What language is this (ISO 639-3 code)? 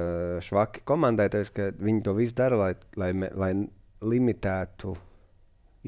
lav